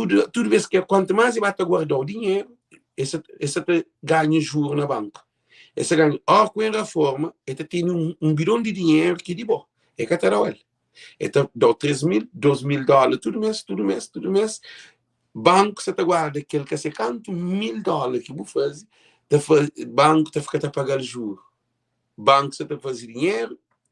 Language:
Kabuverdianu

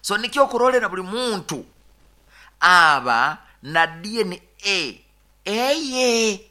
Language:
Nyoro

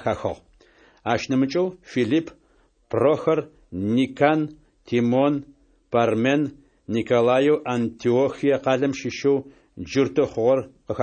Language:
Adyghe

